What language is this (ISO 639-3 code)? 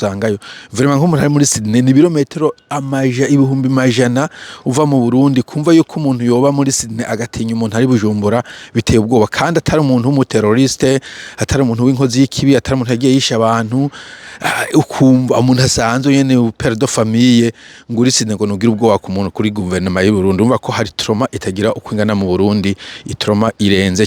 run